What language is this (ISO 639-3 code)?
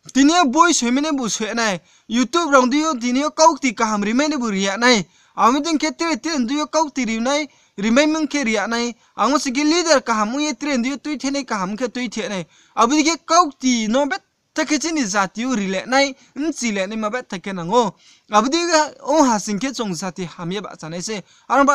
ria